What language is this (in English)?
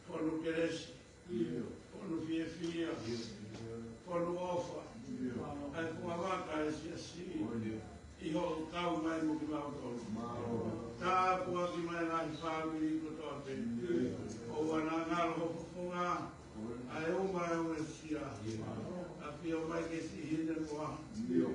Tongan